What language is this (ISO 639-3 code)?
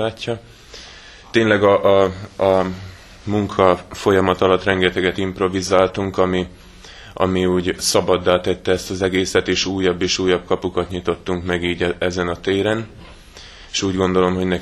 hun